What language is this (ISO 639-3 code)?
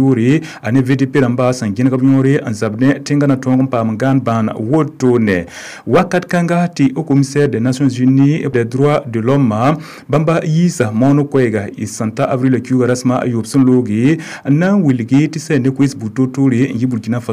mos